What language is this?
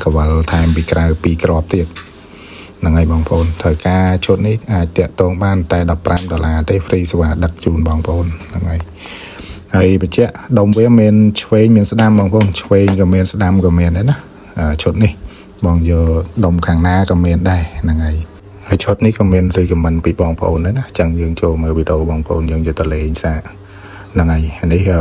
Khmer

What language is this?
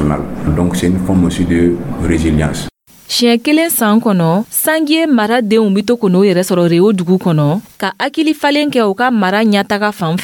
Dyula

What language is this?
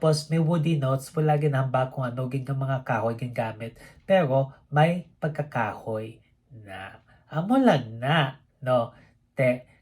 Hiligaynon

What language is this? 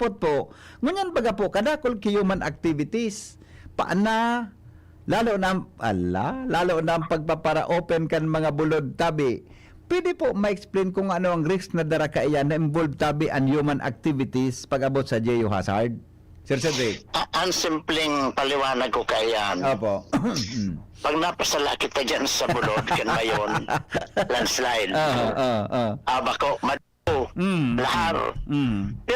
Bikol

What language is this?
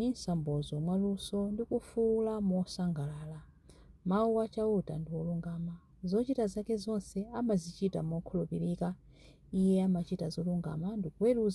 Nyanja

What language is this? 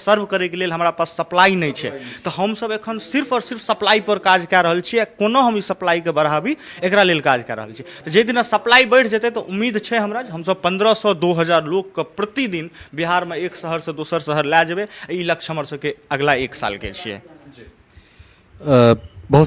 Maithili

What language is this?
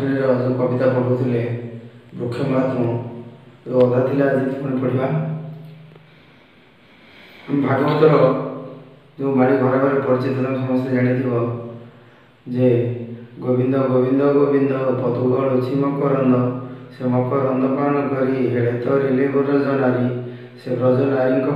Odia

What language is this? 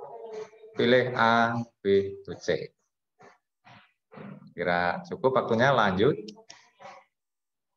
Indonesian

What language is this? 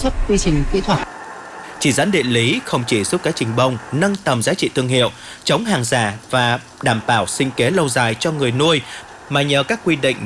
Vietnamese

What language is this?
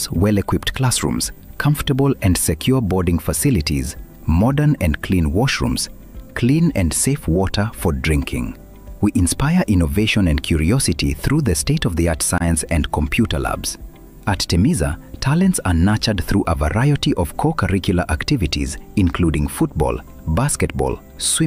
Gusii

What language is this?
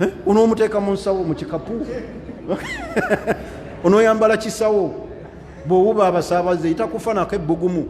Ganda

